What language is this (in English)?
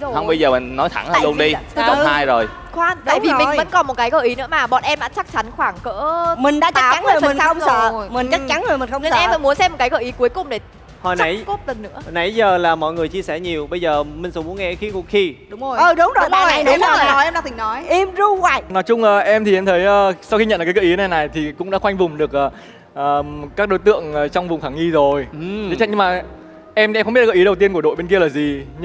Vietnamese